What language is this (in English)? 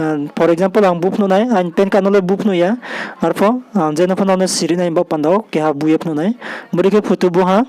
Riang (India)